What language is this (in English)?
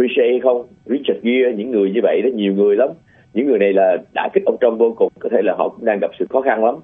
Vietnamese